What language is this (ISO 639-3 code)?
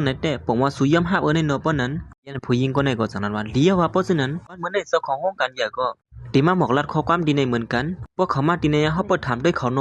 shn